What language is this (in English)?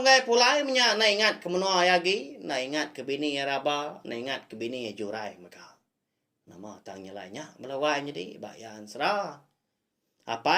Iban